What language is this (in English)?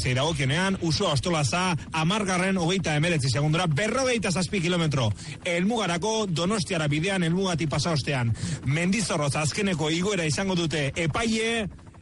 Basque